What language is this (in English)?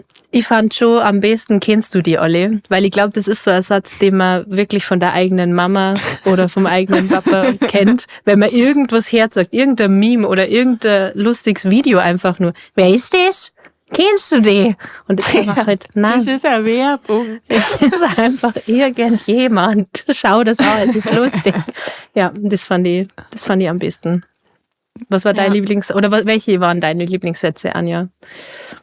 Bavarian